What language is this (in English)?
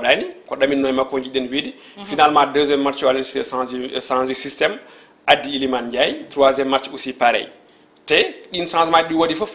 Fula